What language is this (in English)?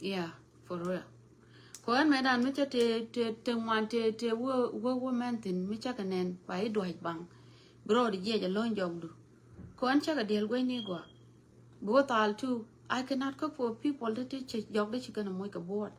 Nuer